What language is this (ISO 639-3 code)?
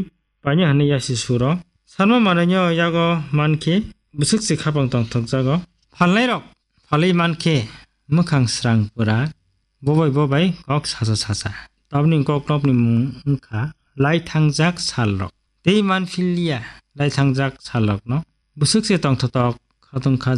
trp